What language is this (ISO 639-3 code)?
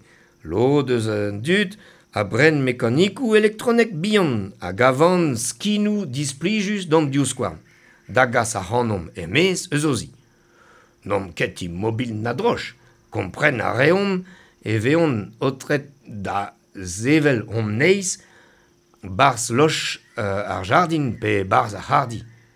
bre